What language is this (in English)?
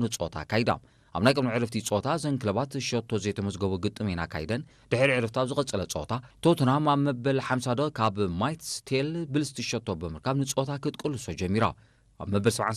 Tigrinya